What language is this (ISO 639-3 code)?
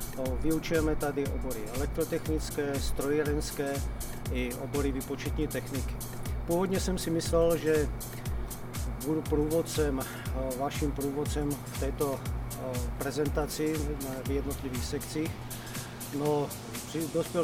ces